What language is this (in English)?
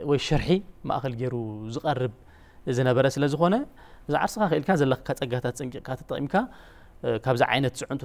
Tigrinya